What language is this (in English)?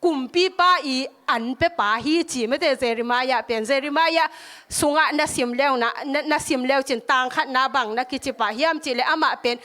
Tedim Chin